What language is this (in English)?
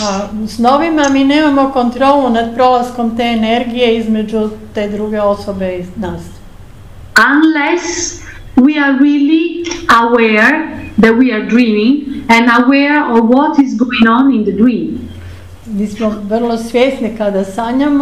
Croatian